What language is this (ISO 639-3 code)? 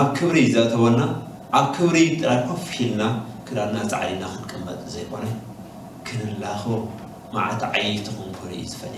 tir